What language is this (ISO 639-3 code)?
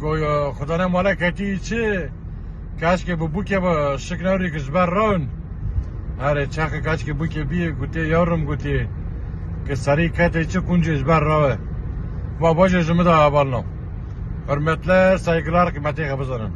kur